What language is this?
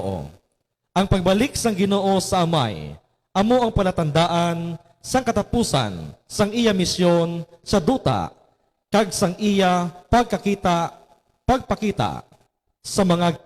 Hiligaynon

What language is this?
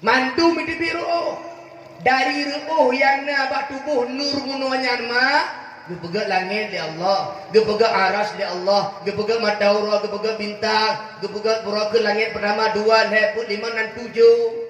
Achinese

